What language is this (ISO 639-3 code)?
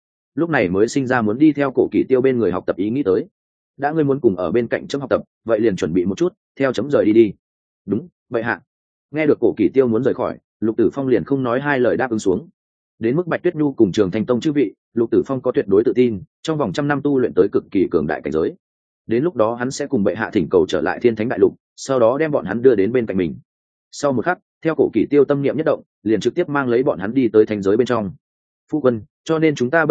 vie